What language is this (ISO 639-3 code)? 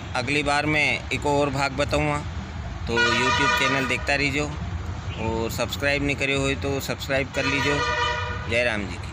raj